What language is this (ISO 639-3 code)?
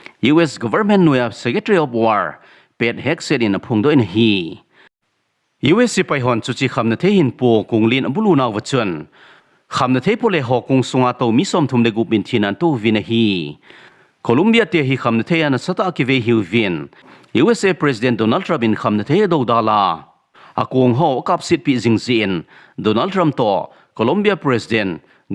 tcz